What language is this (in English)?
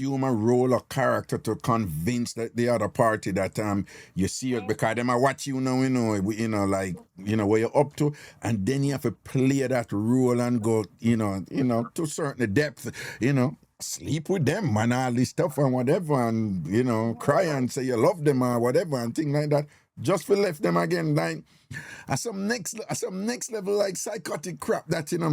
Jamaican Creole English